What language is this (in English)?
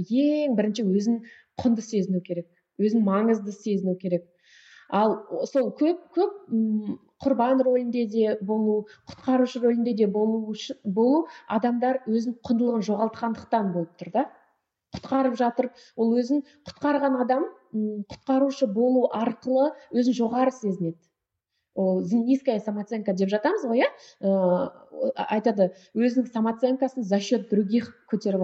Kazakh